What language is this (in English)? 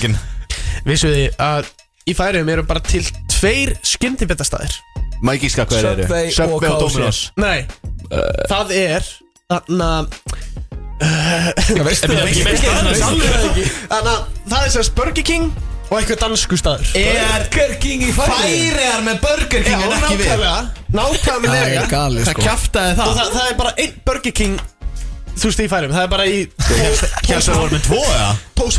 Icelandic